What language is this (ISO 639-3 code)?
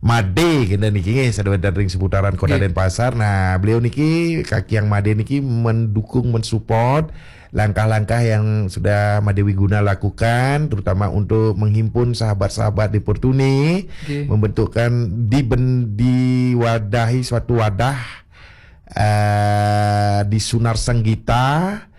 ban